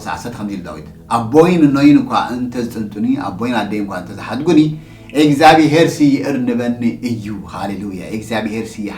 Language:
Tigrinya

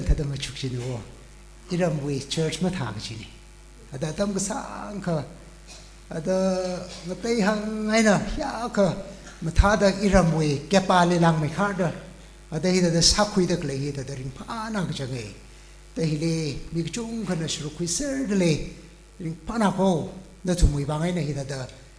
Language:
Tangkhul Naga (India)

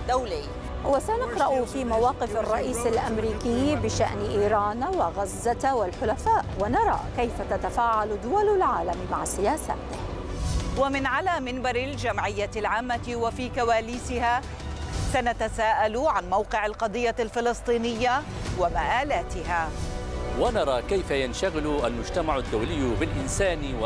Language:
Arabic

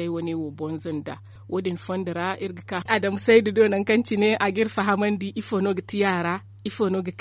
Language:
Zarma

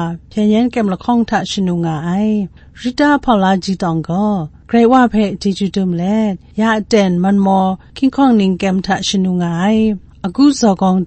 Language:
Kachin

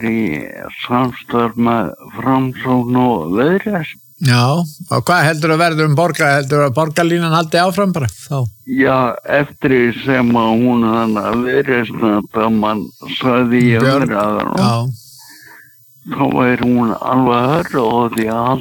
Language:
Icelandic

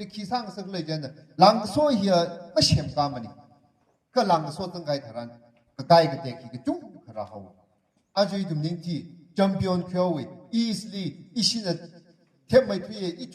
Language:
Tangkhul Naga (India)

